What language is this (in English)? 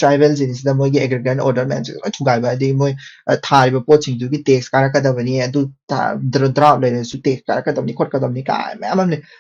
Manipuri